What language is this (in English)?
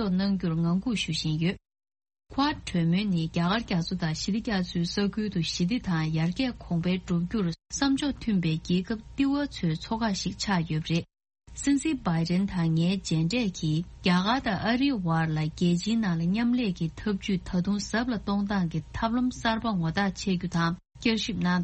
Tibetan